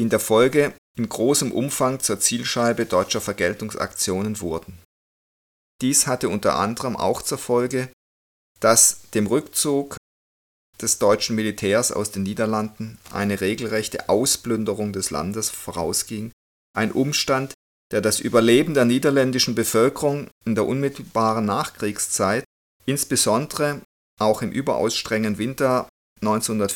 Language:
German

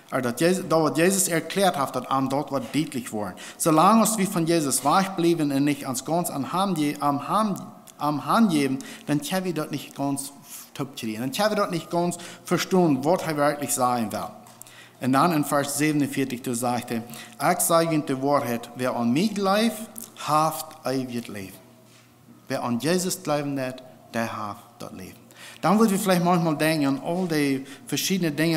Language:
Plautdietsch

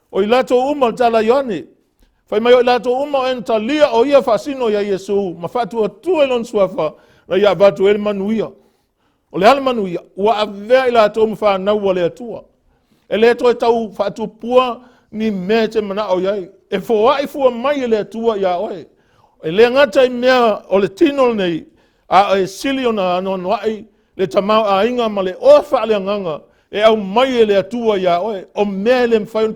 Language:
Samoan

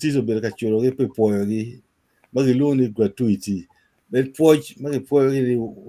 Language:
Acoli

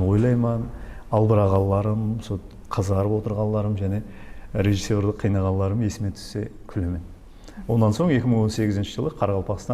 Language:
Kara-Kalpak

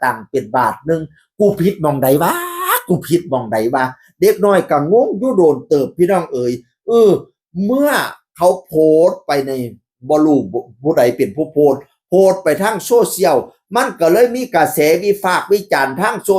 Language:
Northeastern Thai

